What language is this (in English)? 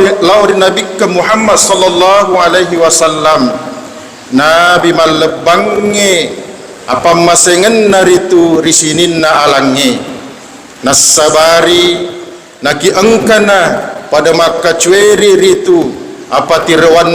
Buginese